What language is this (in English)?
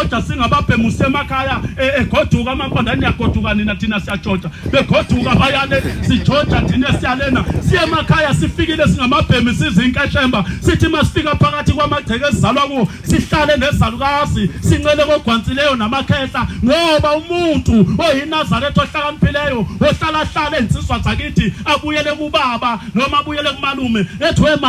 Zulu